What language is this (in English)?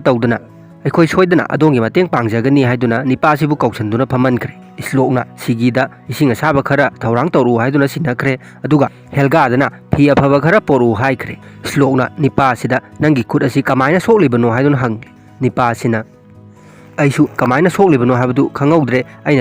Manipuri